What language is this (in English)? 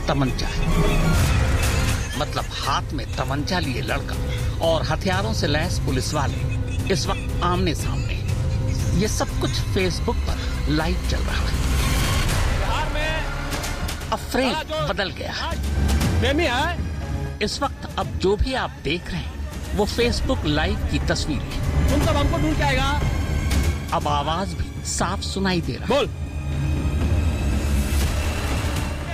Hindi